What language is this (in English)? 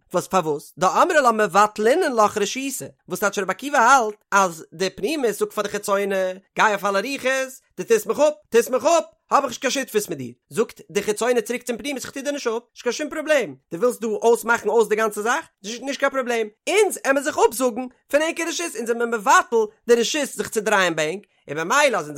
Yiddish